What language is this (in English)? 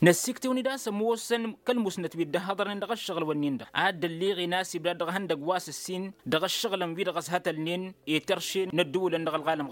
Tamasheq